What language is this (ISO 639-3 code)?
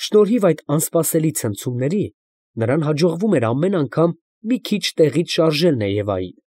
hye